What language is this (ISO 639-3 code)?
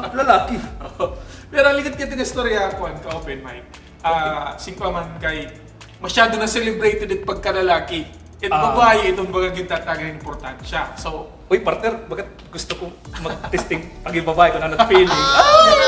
war